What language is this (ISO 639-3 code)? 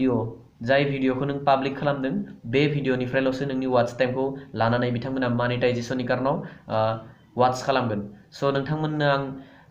brx